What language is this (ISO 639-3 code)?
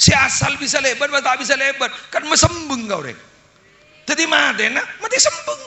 mad